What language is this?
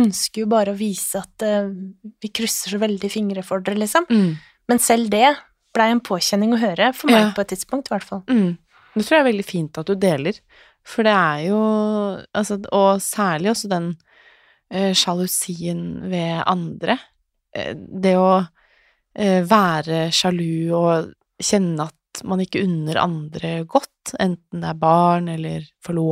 Norwegian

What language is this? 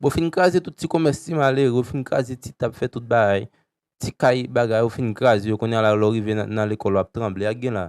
Haitian Creole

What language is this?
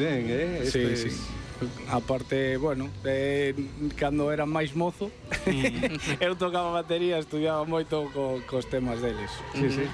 Galician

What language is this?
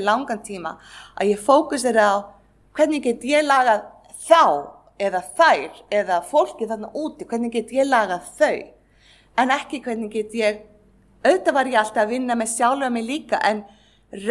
Icelandic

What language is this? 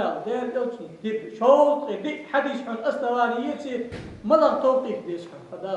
Ingush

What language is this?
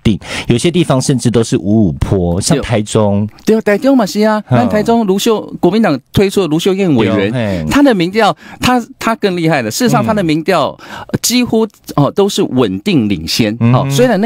Chinese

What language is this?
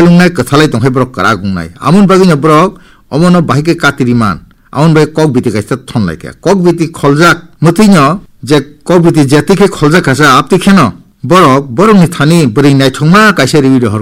Kok Borok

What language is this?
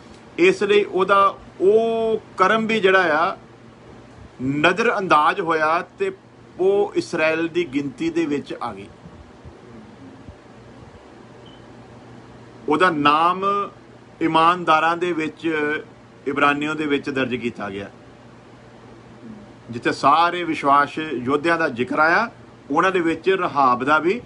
Punjabi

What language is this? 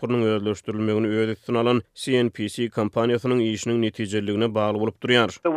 Turkmen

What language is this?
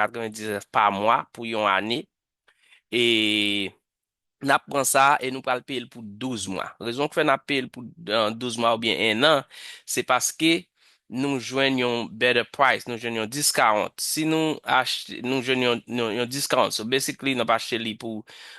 Haitian Creole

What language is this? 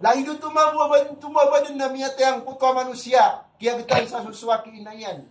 Maranao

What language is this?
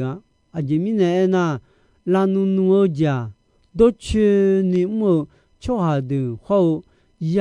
Akha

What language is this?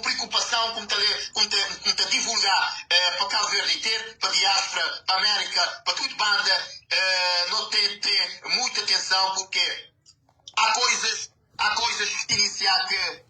Kabuverdianu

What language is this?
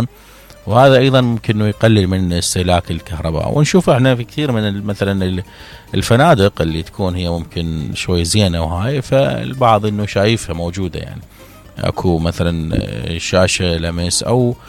Mesopotamian Arabic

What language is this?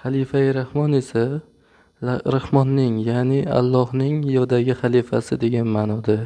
Uzbek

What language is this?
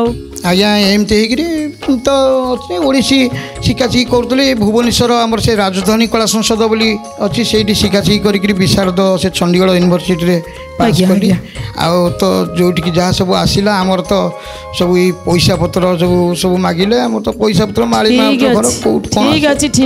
Odia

